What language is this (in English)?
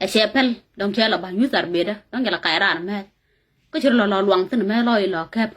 Nuer